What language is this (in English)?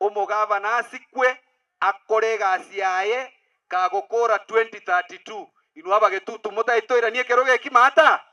Gusii